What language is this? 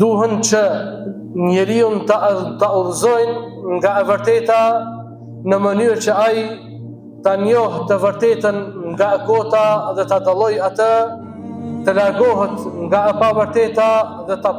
Albanian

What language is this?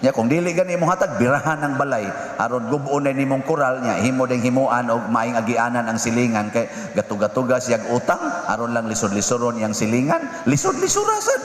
Cebuano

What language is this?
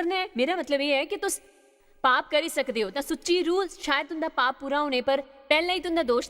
Dogri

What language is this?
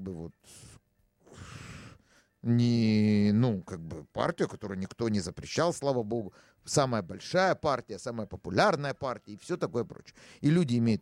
Russian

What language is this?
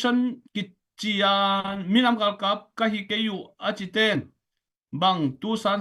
Tedim Chin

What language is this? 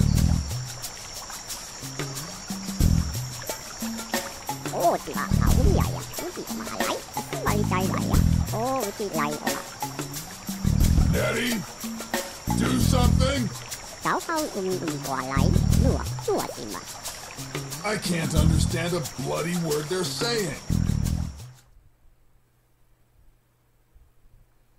English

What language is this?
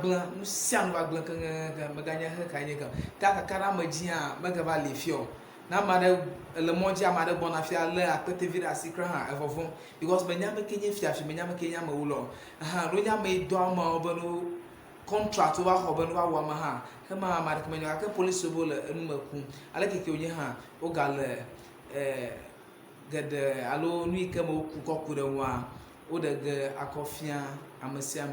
Ewe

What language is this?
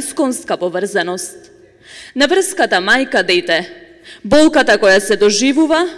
Macedonian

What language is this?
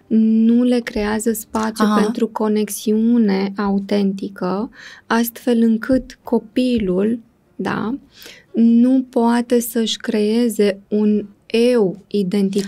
Romanian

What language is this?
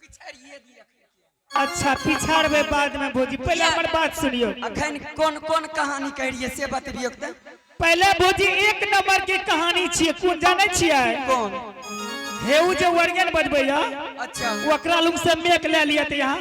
Angika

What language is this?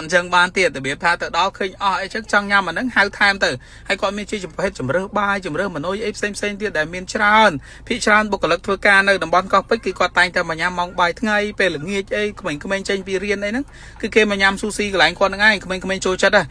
Khmer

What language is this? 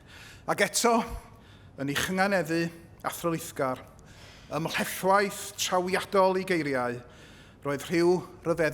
Welsh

